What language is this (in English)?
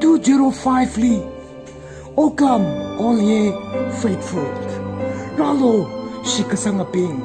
Tangkhul Naga (India)